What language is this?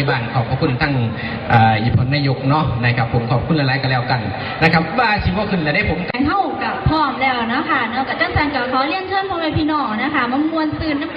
Northeastern Thai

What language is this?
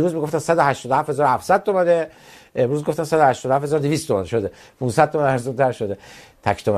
Persian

